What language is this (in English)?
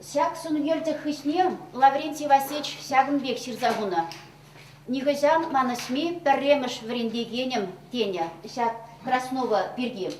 Chuvash